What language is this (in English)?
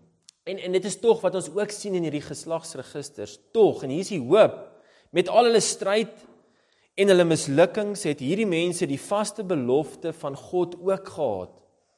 Afrikaans